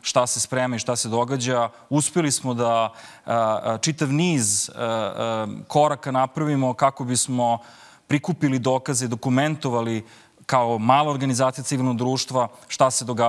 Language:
Serbian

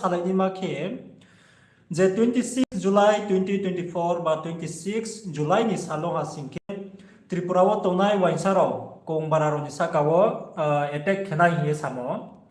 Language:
Riang (India)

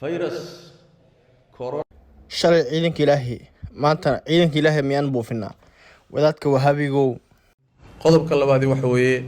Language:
Somali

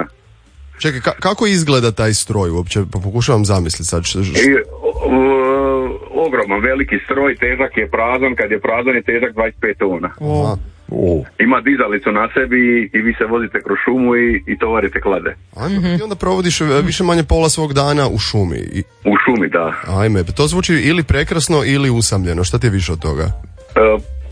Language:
Croatian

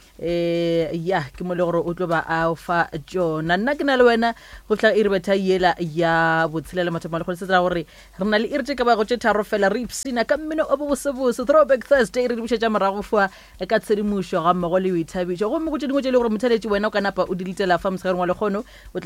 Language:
Northern Sotho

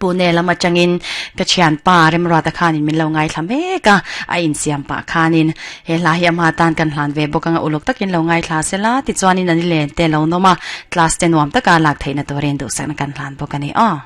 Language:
Mizo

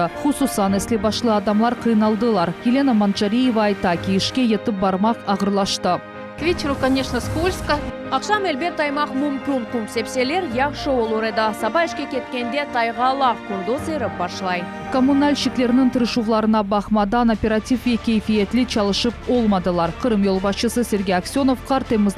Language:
Crimean Tatar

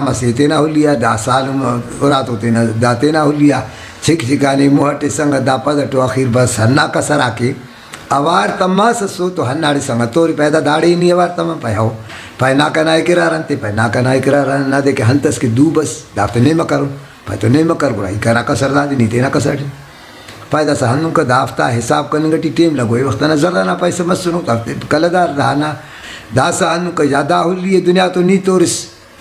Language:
Brahui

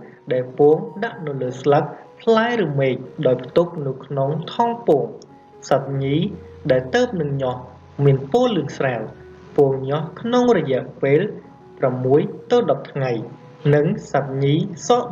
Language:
Khmer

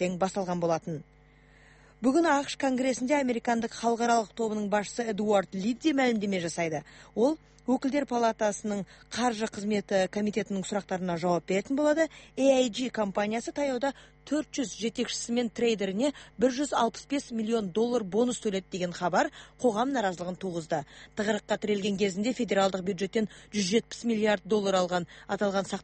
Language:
Kazakh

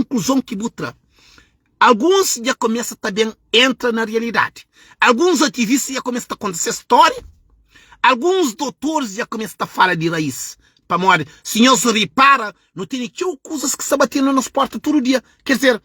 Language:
Kabuverdianu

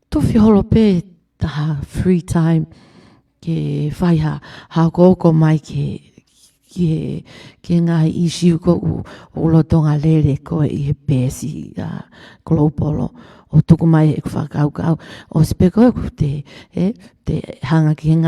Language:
Tongan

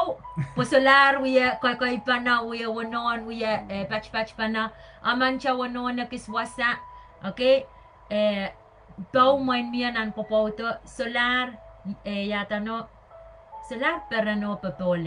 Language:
Pohnpeian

